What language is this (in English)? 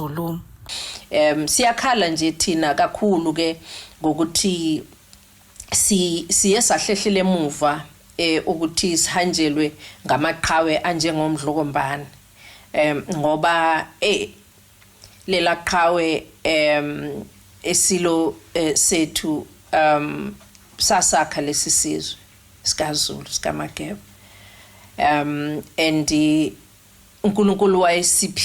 Zulu